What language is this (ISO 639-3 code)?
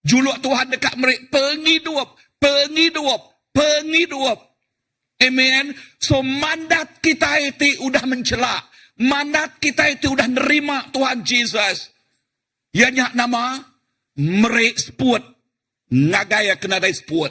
iba